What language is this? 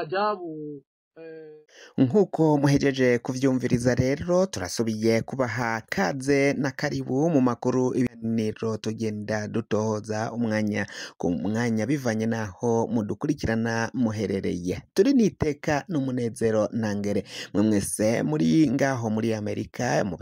Rundi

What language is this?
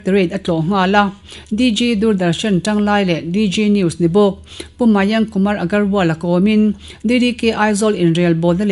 Mizo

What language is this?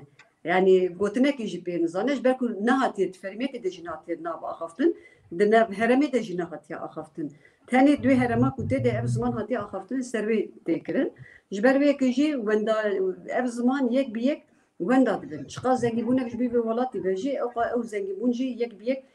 Kurdish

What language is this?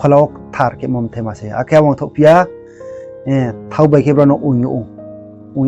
Riang (India)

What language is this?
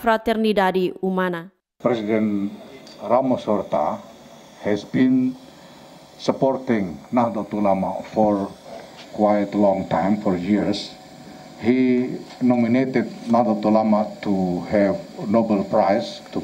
Tetum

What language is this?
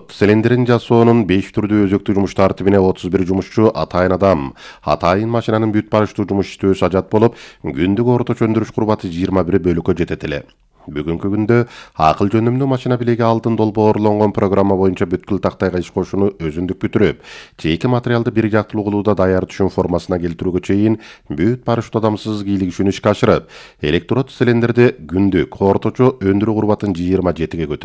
Kyrgyz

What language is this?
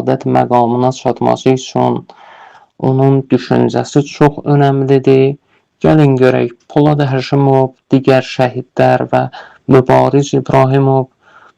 Azerbaijani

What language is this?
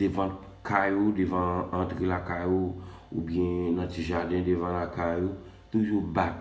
Haitian Creole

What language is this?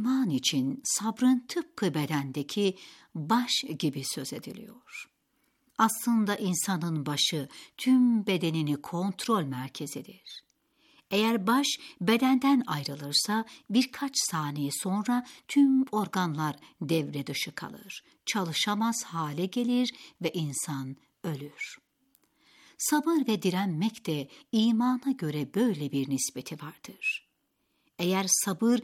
Turkish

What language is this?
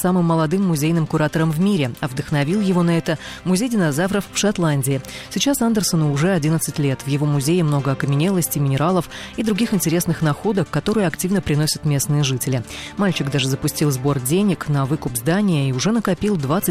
Russian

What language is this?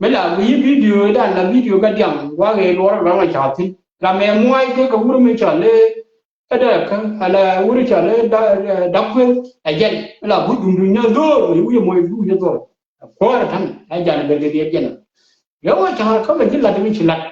Nuer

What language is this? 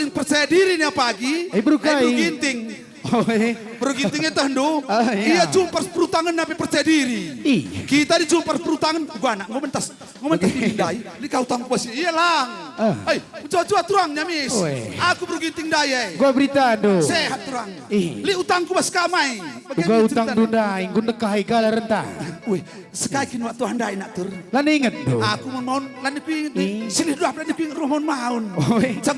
Batak Karo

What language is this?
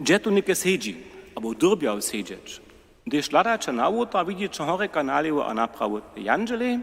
Upper Sorbian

